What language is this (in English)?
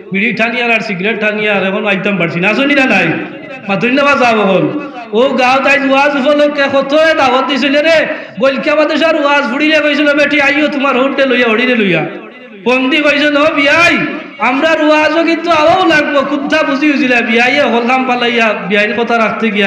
Sylheti